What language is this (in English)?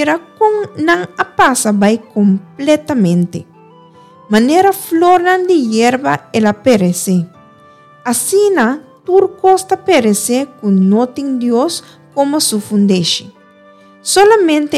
Papiamento